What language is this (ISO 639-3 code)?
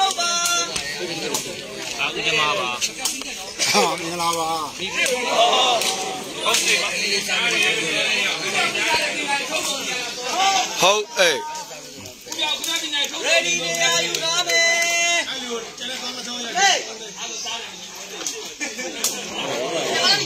mya